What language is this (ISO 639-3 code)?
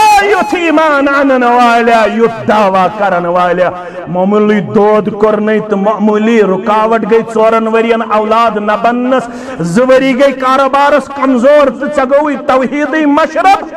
kas